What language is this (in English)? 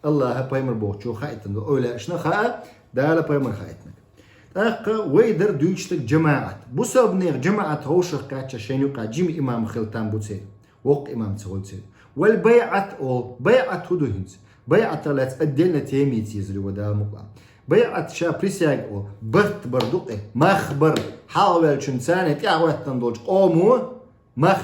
Chechen